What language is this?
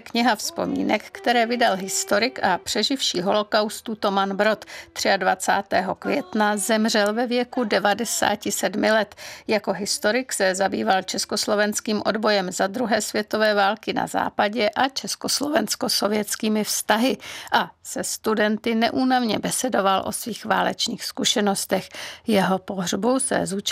Czech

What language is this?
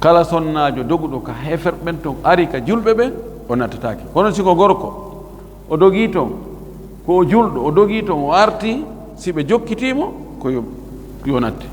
Fula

